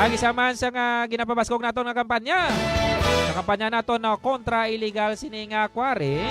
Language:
Hiligaynon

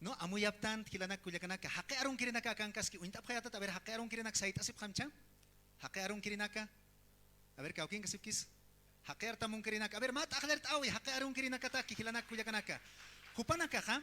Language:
Aymara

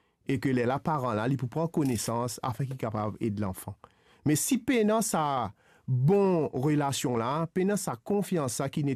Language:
Morisyen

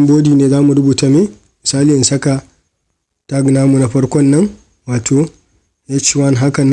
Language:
Hausa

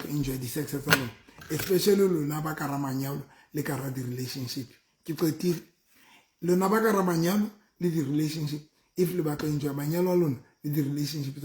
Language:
Southern Sotho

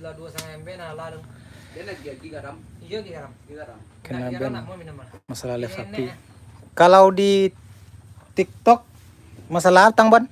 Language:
Minangkabau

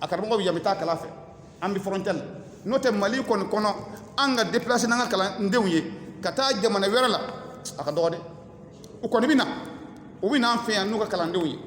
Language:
Bambara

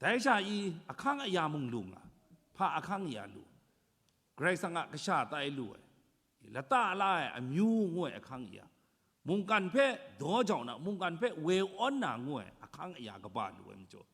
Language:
Kachin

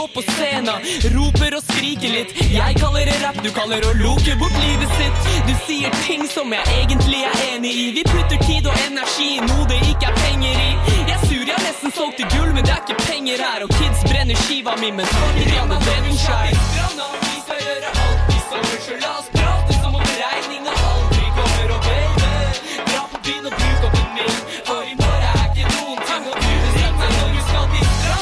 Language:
Norwegian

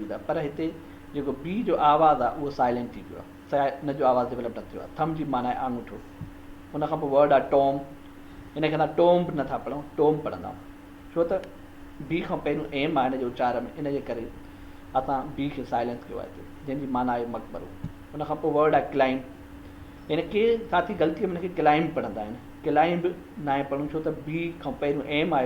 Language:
Sindhi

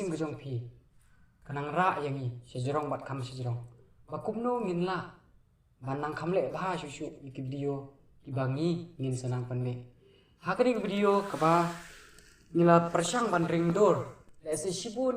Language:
Khasi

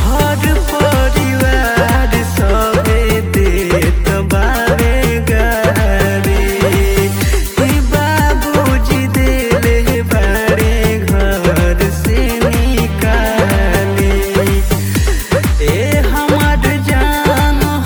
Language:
Bhojpuri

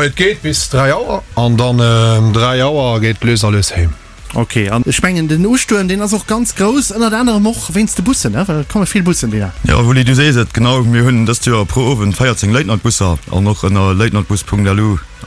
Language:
Luxembourgish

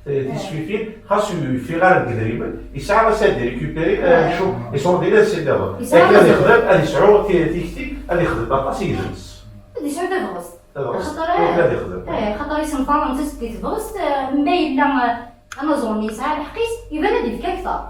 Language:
Kabyle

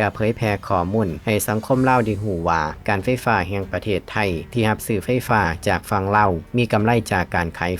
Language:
Lao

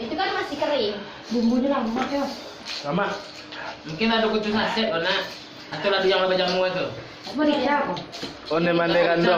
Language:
Minangkabau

